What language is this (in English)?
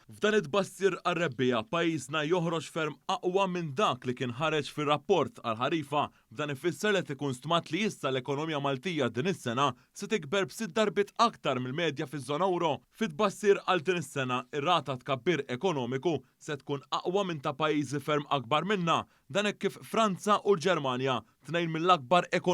Maltese